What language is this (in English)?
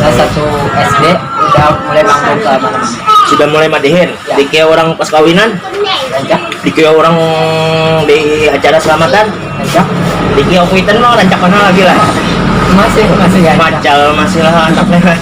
Banjar